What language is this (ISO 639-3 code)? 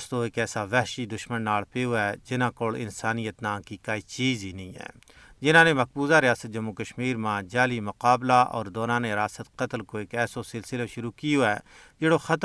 gju